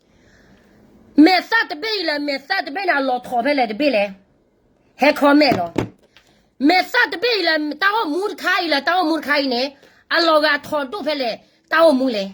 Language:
S'gaw Karen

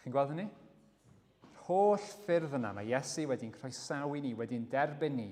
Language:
Welsh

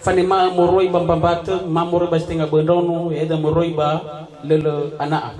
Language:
Nias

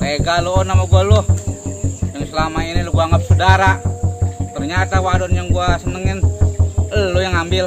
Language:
Betawi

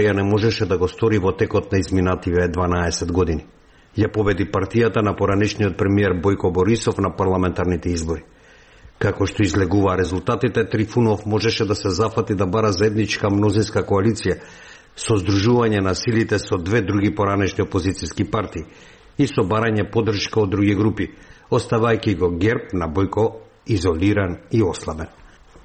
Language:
Macedonian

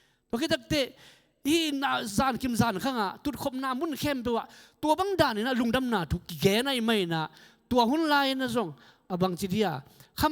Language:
Tedim Chin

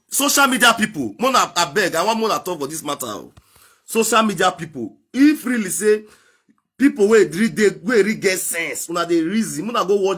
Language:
Nigerian Pidgin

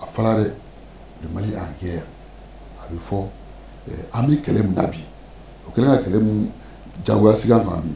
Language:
Bambara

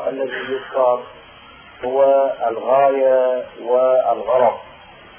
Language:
Arabic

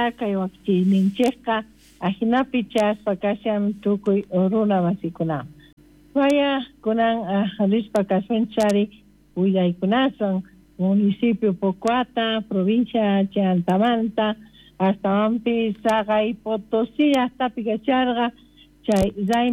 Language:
South Bolivian Quechua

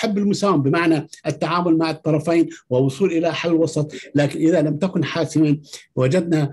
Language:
Arabic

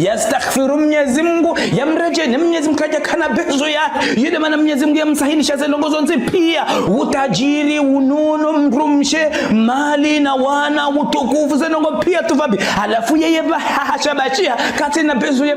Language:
Ngazidja Comorian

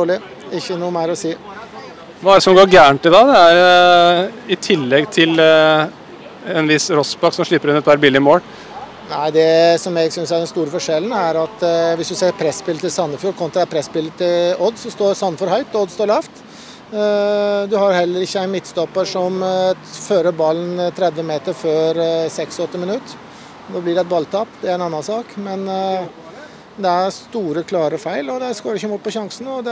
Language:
Norwegian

